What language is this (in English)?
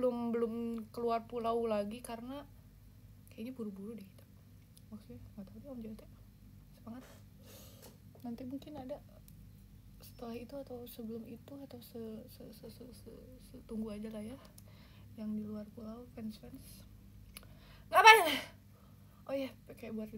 Indonesian